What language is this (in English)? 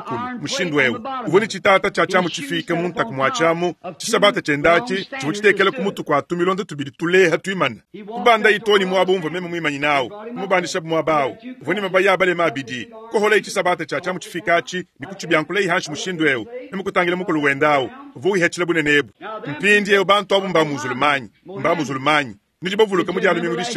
Luba-Lulua